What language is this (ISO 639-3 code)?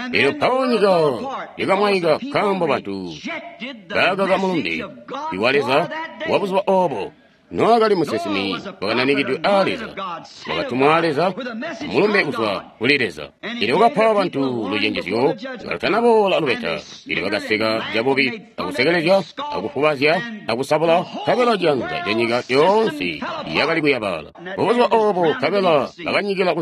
toi